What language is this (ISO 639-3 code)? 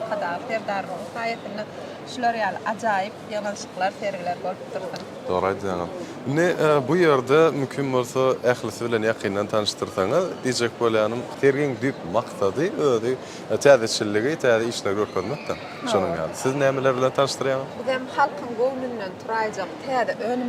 tuk